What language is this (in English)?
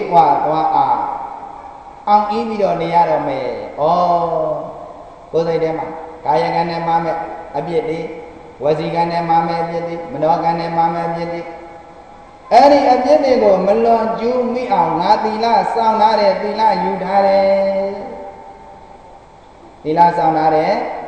Burmese